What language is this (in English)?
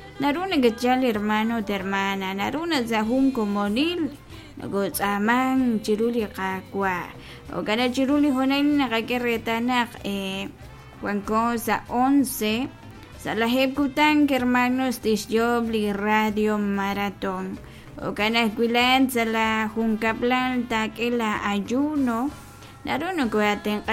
Kekchí